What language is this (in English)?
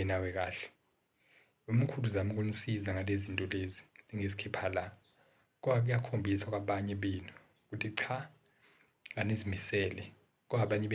Zulu